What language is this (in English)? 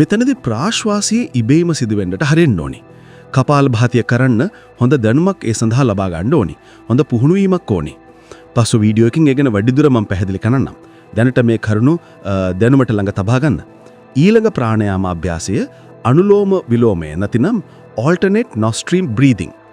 Sinhala